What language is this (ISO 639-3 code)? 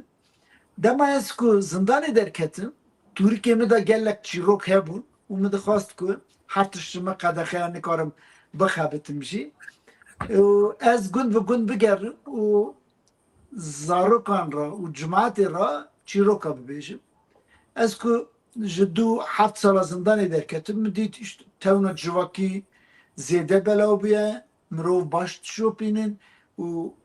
kur